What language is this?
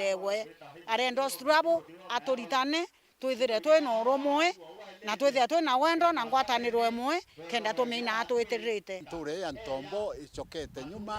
Meru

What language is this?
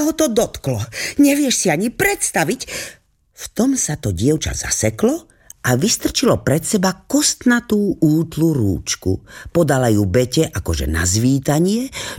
Slovak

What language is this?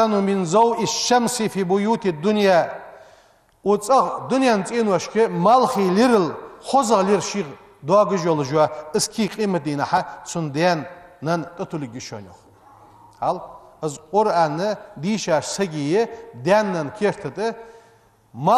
Ingush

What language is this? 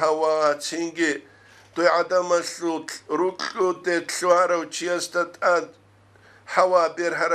Avaric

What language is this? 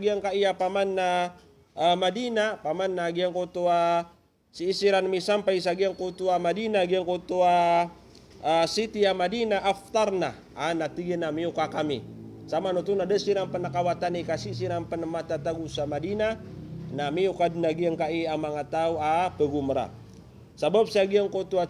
Maranao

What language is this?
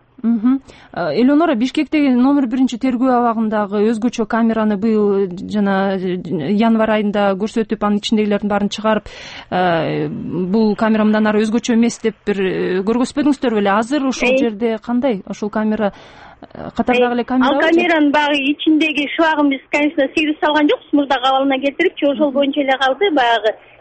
Kyrgyz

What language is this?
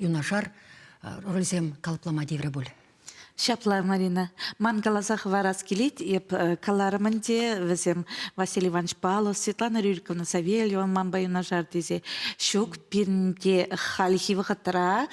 Chuvash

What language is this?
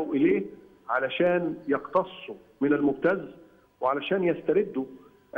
Egyptian Arabic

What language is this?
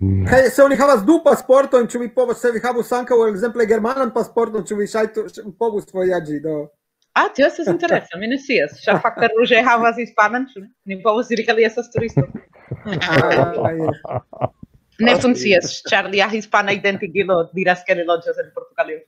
Esperanto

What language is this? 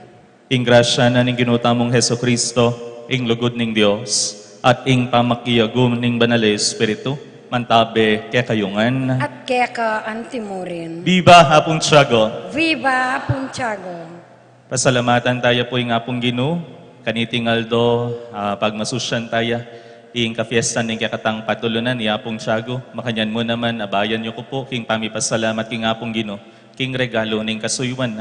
Pampanga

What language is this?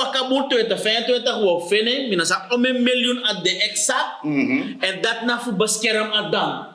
Sranan Tongo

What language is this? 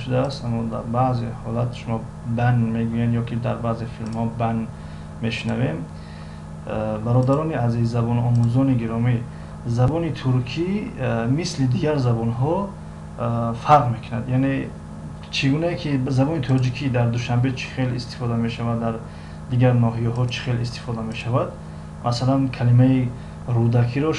Tajik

